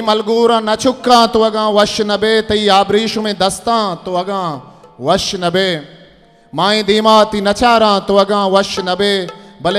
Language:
Eastern Balochi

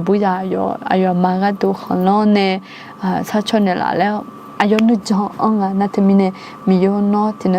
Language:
Akha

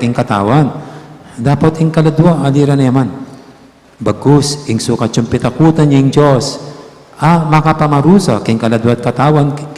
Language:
Pampanga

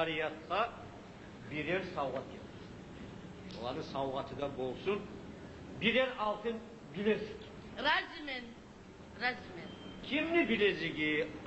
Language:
Kumyk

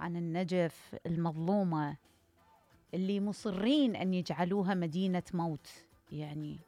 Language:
Mesopotamian Arabic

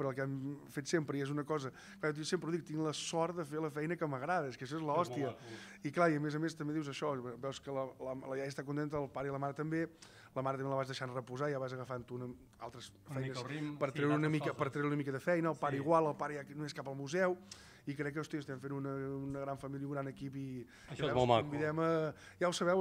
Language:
Catalan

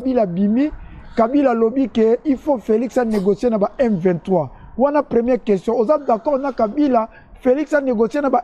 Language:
Lingala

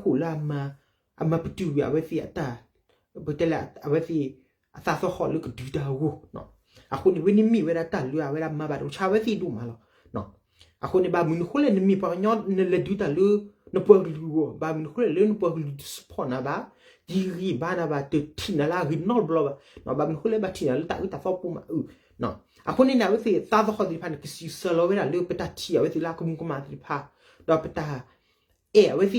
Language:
S'gaw Karen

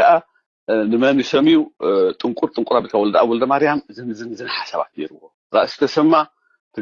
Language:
Tigrinya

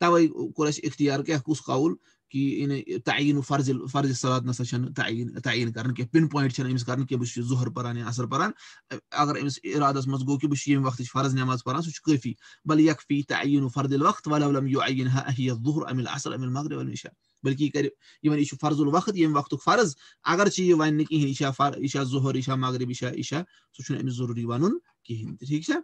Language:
Kashmiri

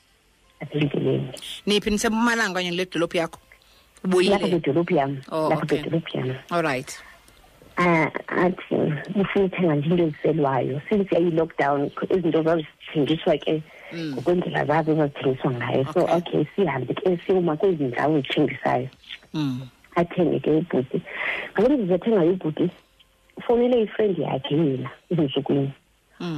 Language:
Xhosa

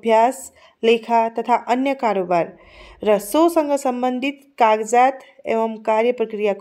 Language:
Nepali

